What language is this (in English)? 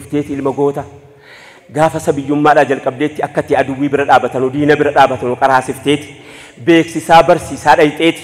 Oromo